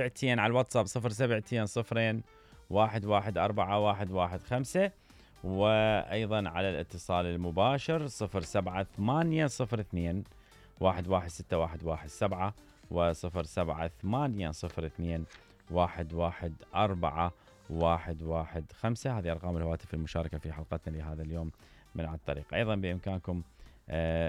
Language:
Mesopotamian Arabic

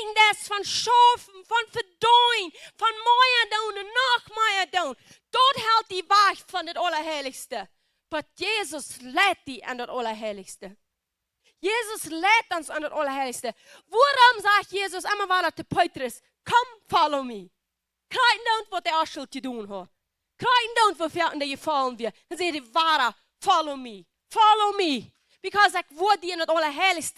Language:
Plautdietsch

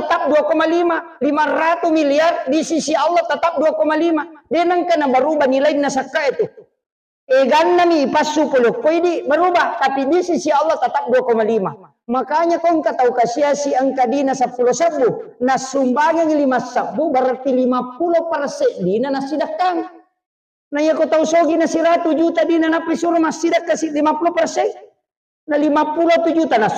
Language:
Buginese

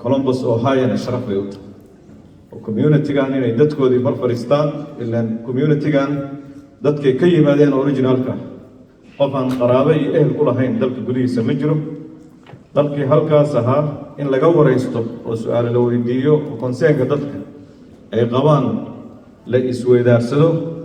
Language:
Somali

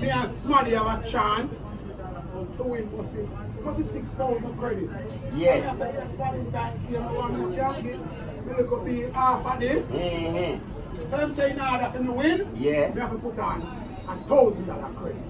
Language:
Jamaican Creole English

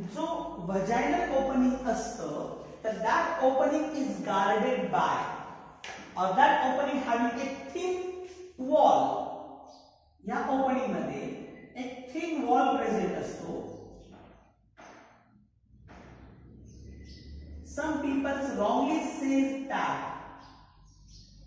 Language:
Marathi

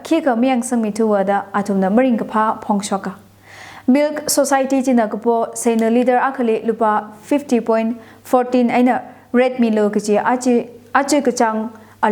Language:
Tangkhul Naga (India)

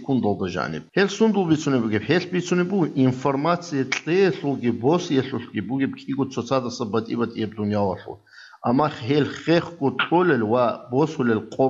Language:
Avaric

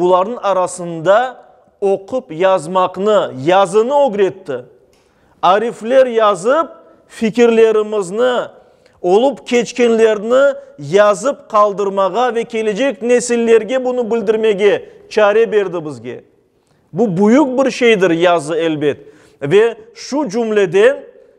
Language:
Crimean Tatar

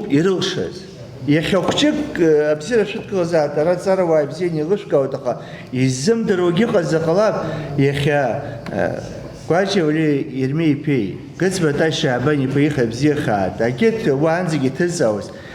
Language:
Abkhazian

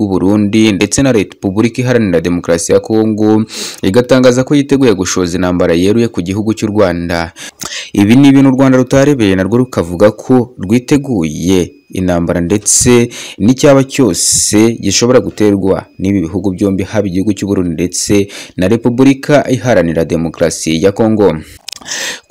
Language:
Kinyarwanda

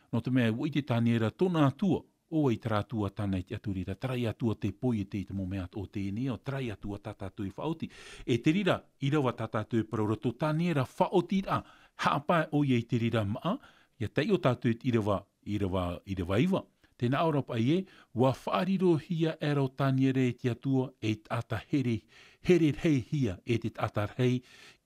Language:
Tahitian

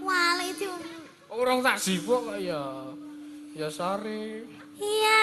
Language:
Javanese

